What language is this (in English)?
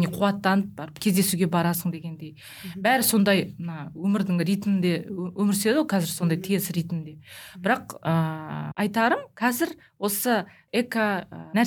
Kazakh